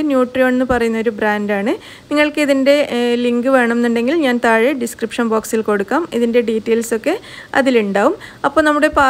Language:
Malayalam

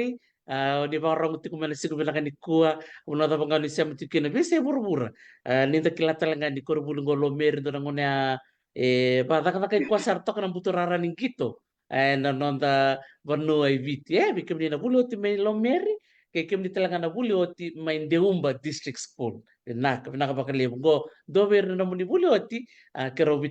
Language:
Fijian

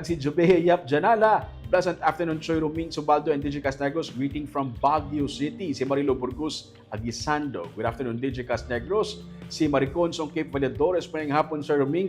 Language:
Hiligaynon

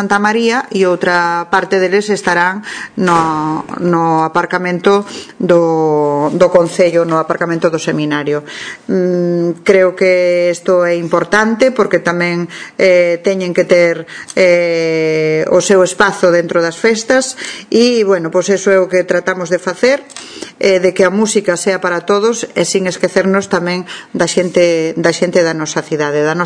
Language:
Galician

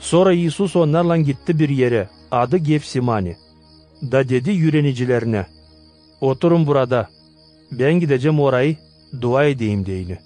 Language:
Gagauz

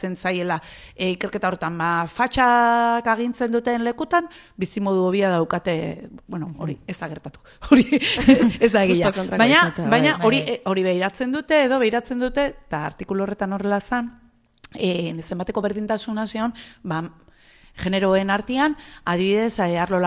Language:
Basque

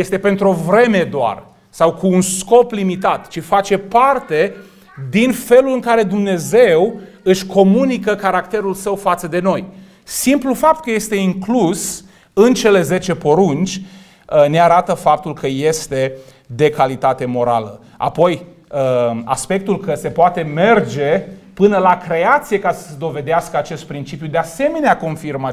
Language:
Romanian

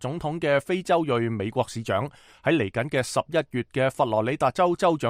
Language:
Cantonese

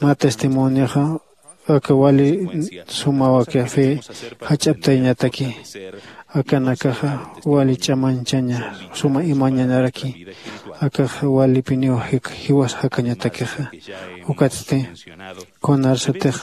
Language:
Aymara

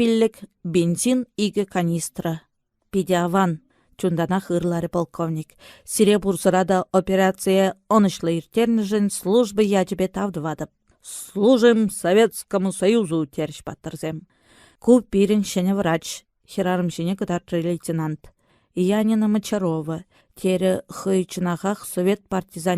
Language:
Chuvash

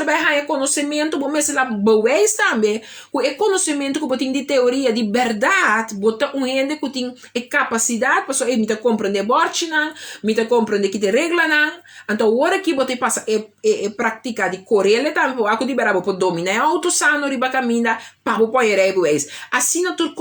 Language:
Papiamento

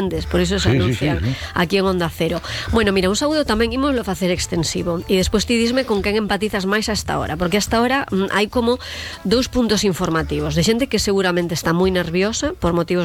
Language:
Galician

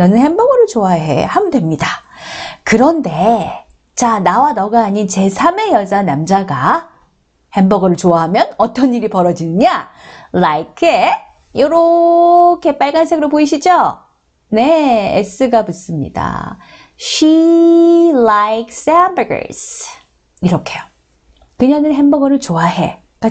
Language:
Korean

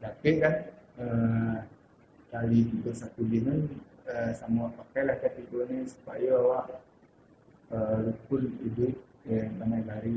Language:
Minangkabau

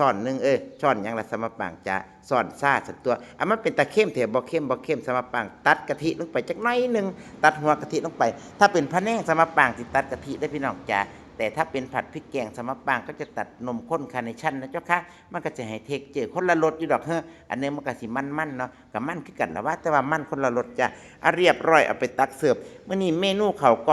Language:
Northeastern Thai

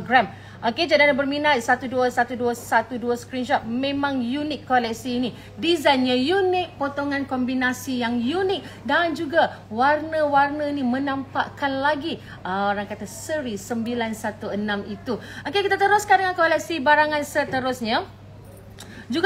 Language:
Malay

